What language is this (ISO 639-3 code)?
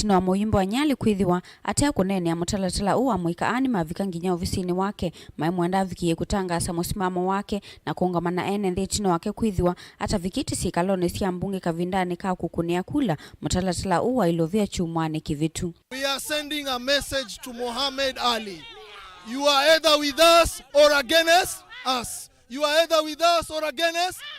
kam